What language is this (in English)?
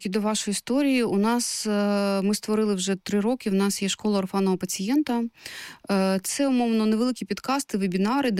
Ukrainian